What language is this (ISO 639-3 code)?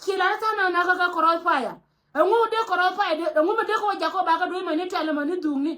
nus